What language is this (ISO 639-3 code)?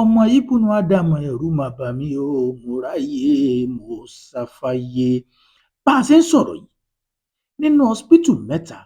yor